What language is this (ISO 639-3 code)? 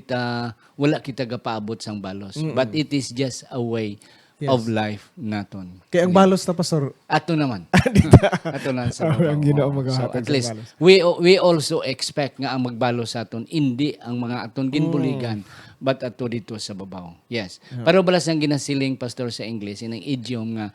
hil